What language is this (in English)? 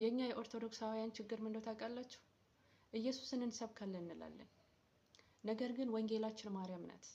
Amharic